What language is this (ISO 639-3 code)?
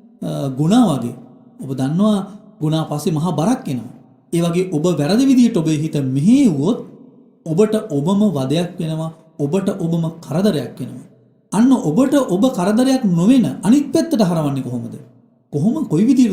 sin